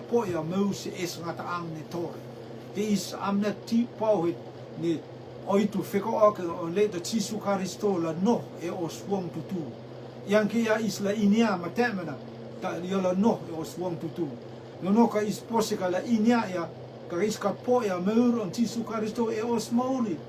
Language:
Rotuman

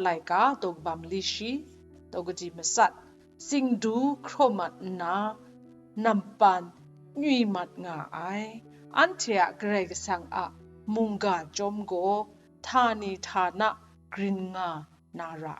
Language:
Kachin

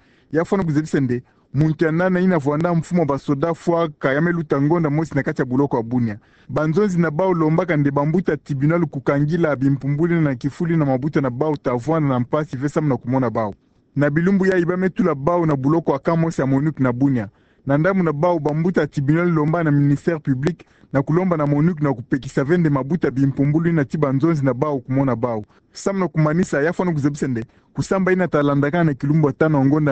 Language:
Kituba (Democratic Republic of Congo)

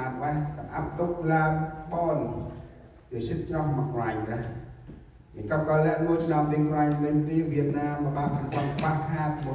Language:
Central Mnong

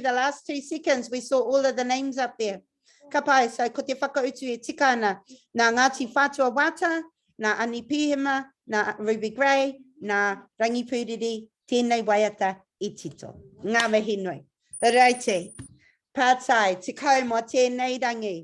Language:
Māori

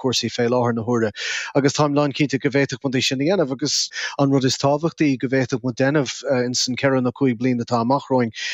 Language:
Irish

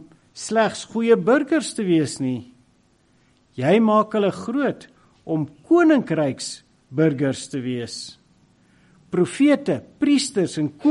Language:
Afrikaans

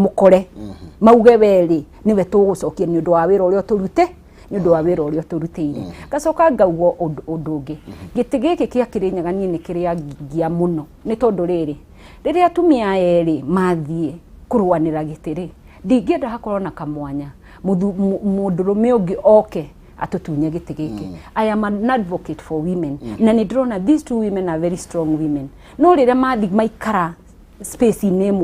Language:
Kikuyu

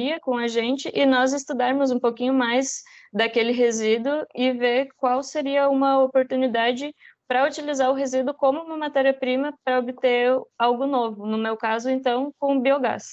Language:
Portuguese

